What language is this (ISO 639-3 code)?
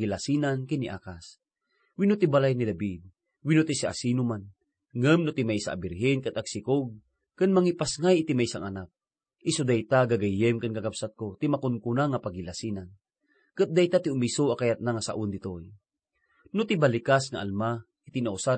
ilo